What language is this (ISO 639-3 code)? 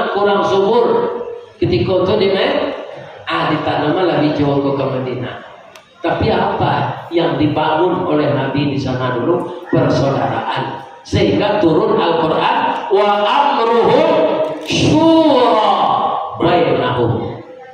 min